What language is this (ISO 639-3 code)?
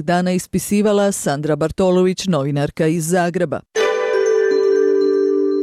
hrv